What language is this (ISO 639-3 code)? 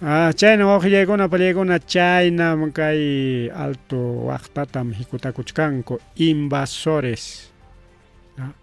quy